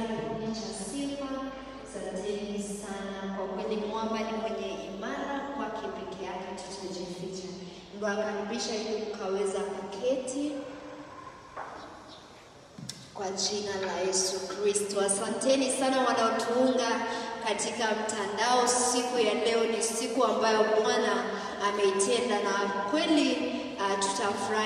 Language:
Swahili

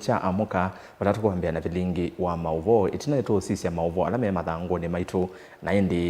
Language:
Kamba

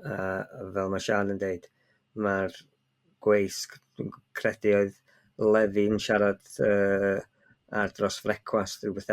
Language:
Welsh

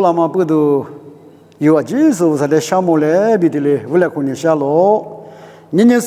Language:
Lisu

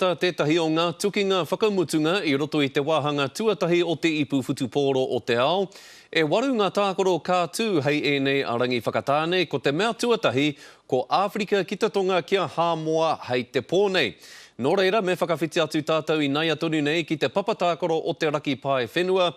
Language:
Māori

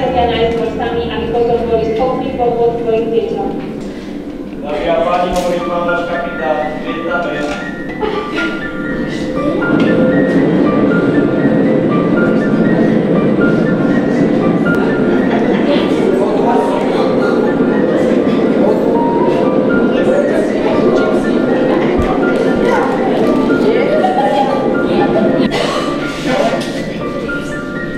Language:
Slovak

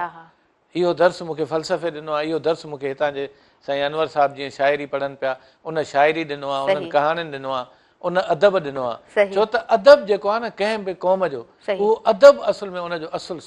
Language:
Sindhi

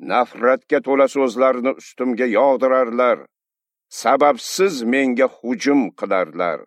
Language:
Uzbek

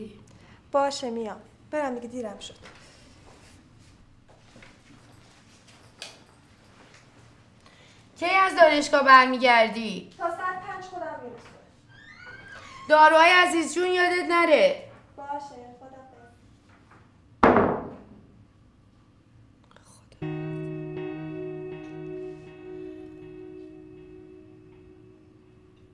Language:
Persian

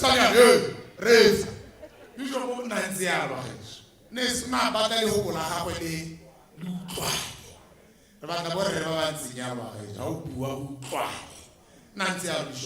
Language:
Tswana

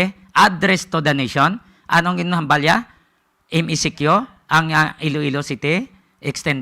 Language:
Hiligaynon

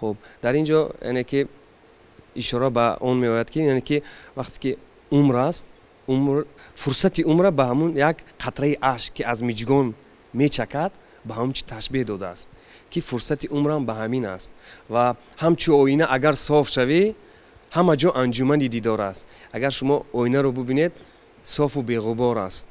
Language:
Tajik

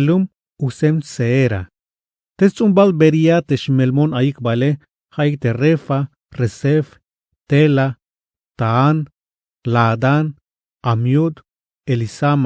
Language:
Tzeltal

